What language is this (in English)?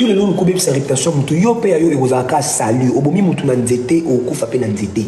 Lingala